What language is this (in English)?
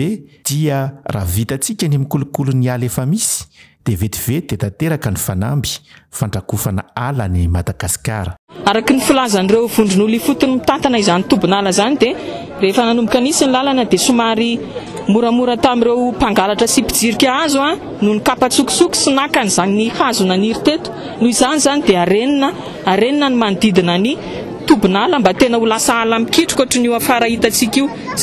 Malagasy